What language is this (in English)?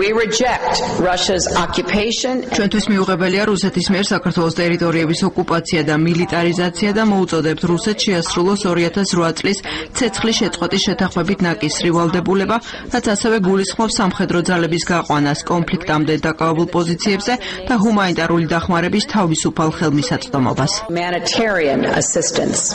Georgian